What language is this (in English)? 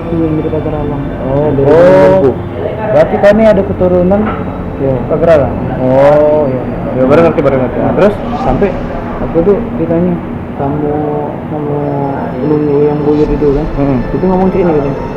Musi